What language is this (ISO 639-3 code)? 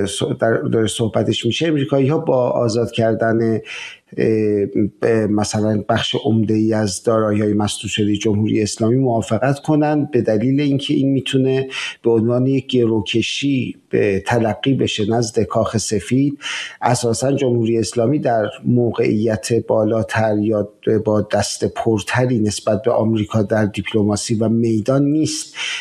fas